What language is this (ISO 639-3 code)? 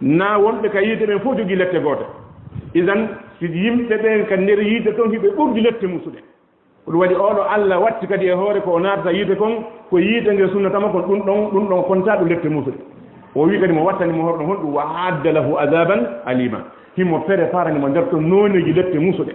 ful